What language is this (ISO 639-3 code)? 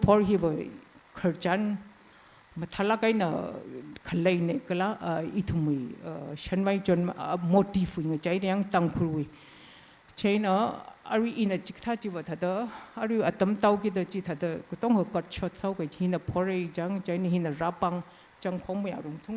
nmf